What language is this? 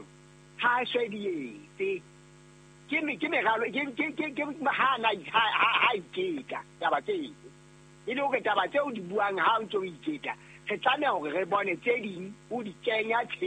Southern Sotho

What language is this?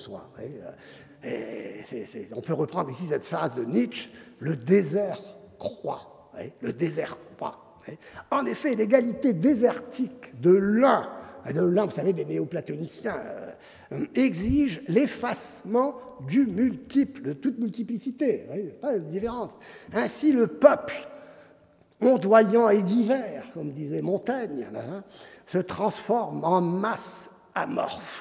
French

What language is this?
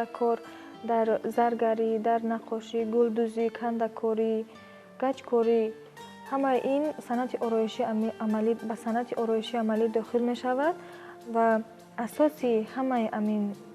Tajik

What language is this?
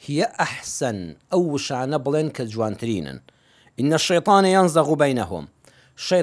Central Kurdish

